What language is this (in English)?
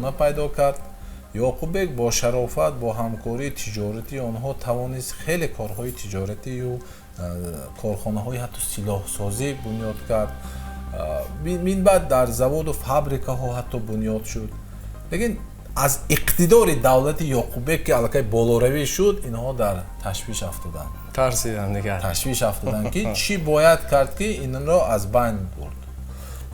Tajik